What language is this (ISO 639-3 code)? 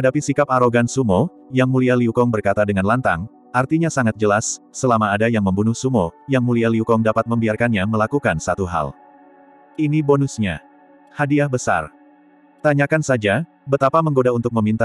ind